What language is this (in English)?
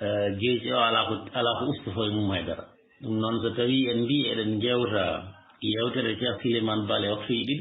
Fula